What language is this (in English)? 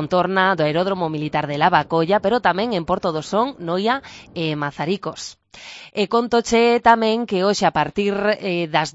Galician